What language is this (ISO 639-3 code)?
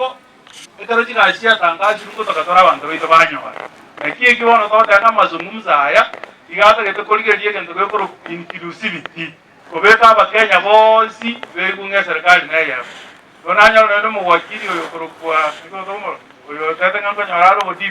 guz